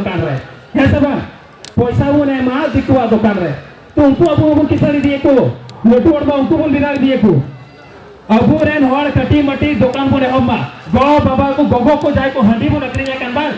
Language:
Santali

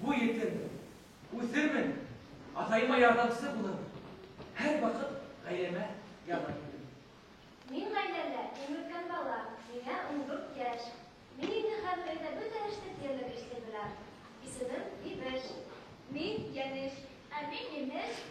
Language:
Bashkir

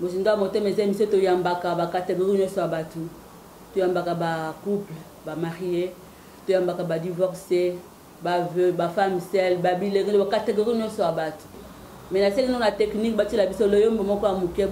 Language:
Lingala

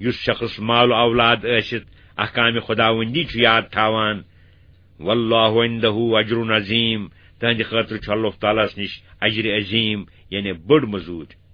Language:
Kashmiri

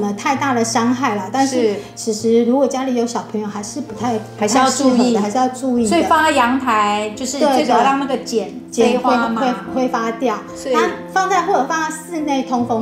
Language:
Chinese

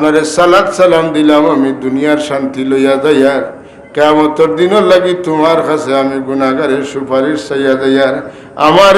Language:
Sylheti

